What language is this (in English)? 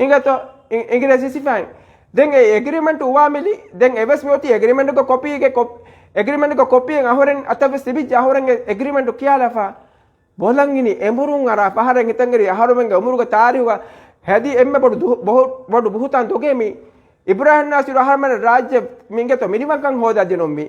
Divehi